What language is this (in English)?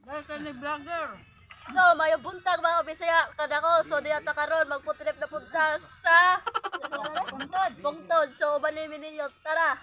Cebuano